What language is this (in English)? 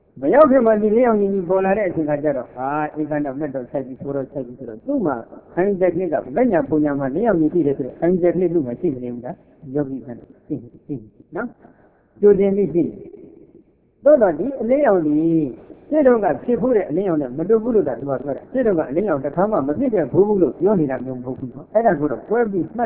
Burmese